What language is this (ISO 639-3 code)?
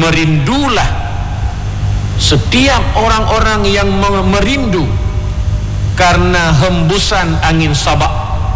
msa